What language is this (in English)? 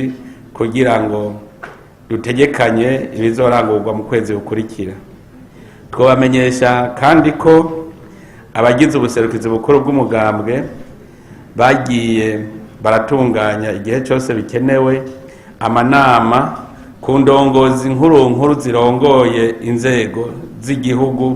Rundi